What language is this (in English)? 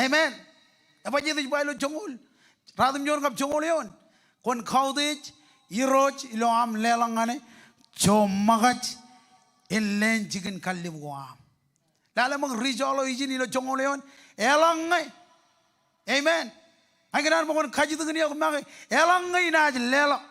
Marshallese